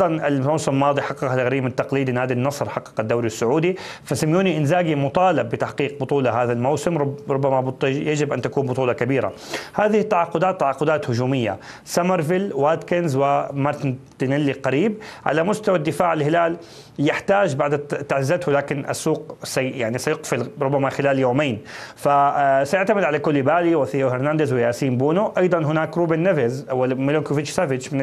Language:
Arabic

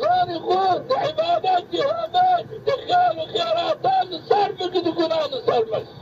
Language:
Zaza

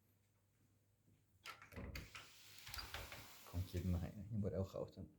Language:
Lao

